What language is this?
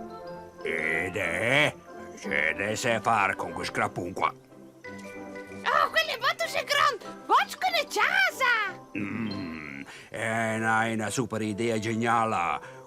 Romansh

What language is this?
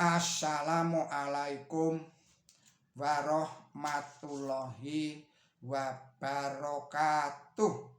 Javanese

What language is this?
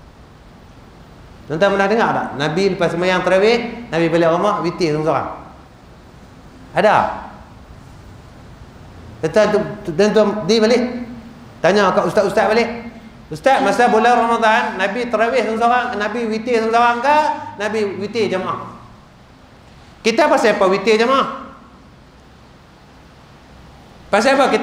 Malay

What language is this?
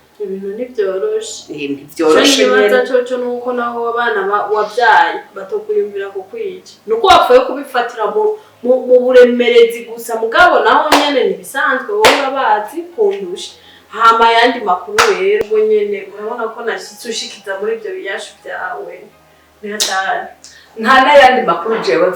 Rundi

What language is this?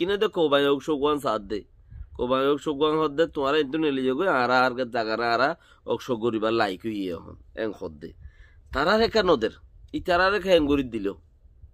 Rohingya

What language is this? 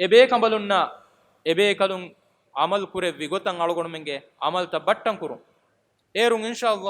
Divehi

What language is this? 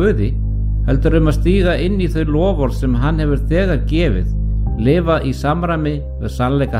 Icelandic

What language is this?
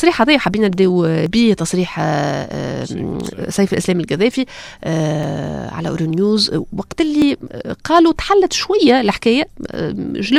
Tunisian Arabic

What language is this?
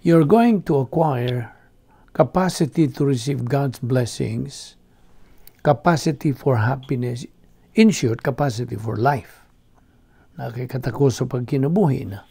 Cebuano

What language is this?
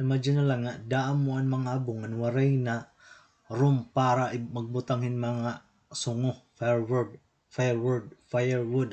Waray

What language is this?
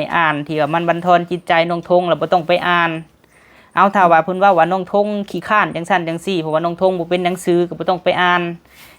Lao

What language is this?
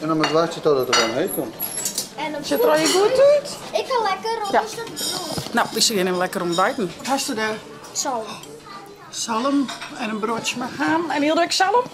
Western Frisian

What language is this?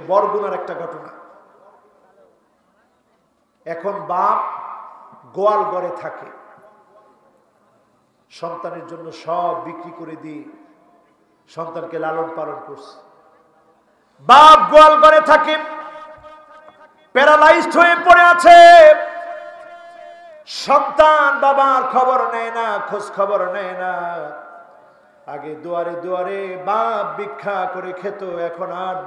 Bangla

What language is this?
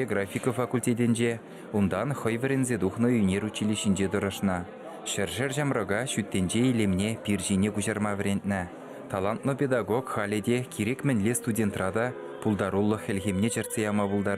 Chuvash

